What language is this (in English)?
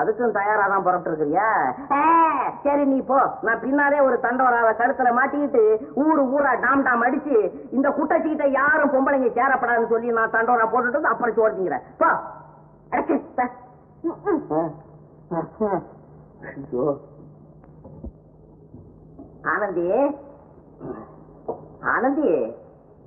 Tamil